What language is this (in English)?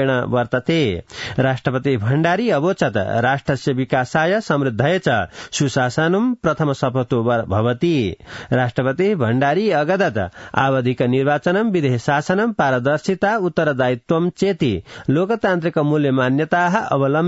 Sanskrit